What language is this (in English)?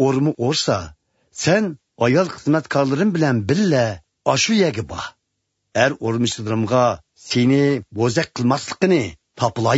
Uyghur